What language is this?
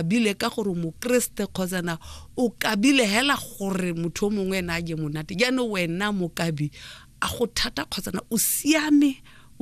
Tswana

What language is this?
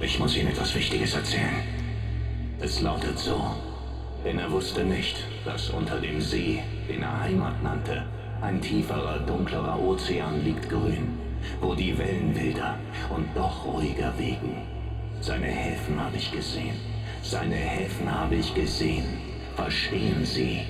Swiss German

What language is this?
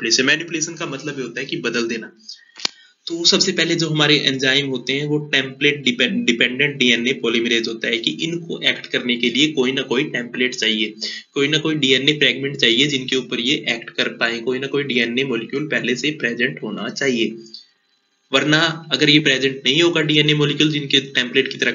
Hindi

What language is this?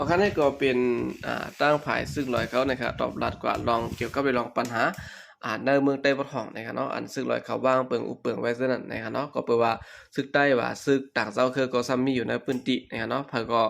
Shan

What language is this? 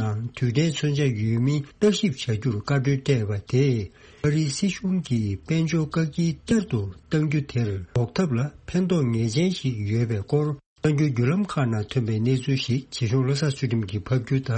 Tibetan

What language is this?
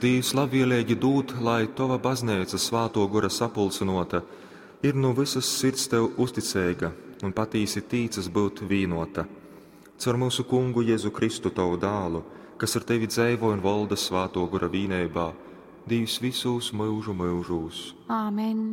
Latgalian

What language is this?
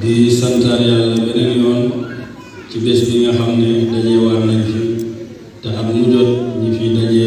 Wolof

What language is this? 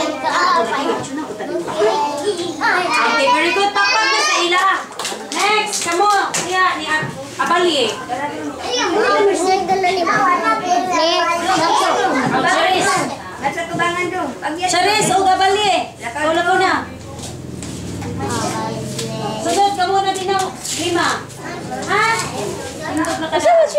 Cebuano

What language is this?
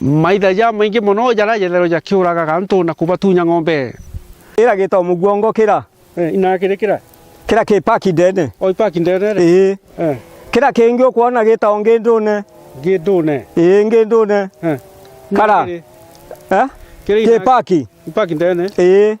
Meru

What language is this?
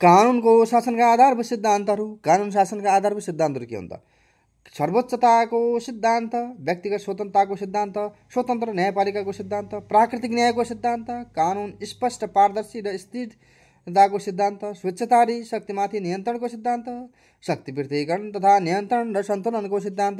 Nepali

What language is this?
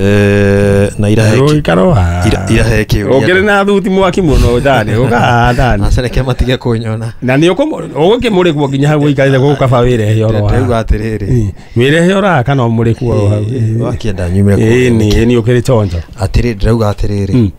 Kikuyu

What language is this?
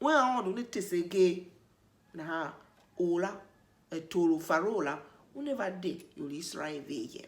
Tiv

